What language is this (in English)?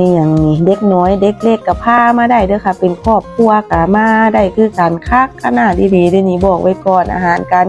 Lao